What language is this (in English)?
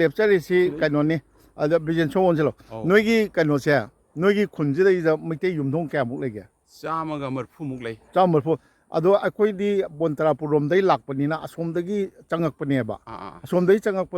Manipuri